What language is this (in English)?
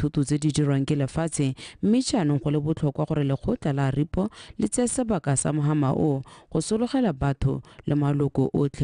Tswana